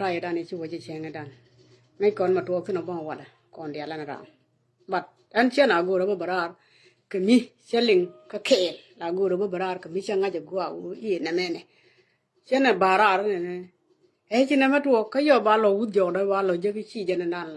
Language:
Nuer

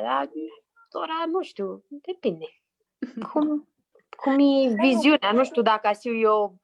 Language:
Aromanian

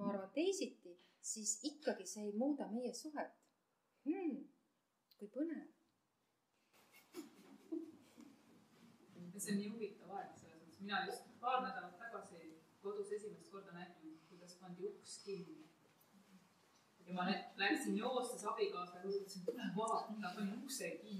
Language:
Estonian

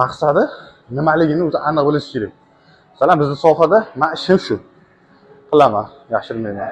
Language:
Uzbek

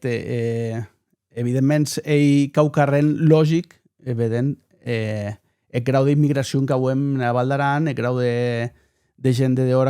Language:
Occitan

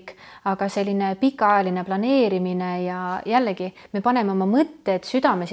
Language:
Estonian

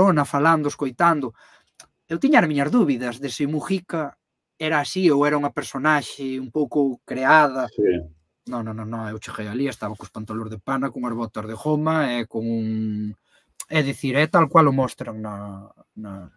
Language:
Galician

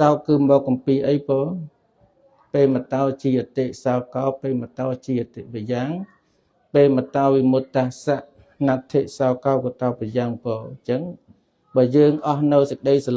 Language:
Khmer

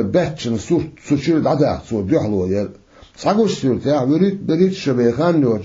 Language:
Chechen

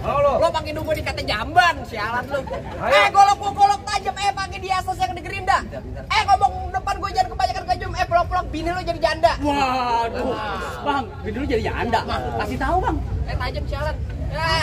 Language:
Betawi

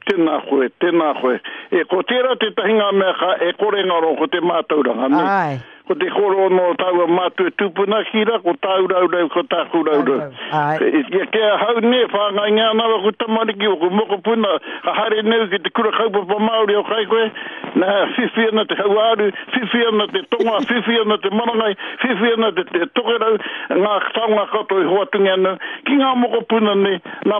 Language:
Māori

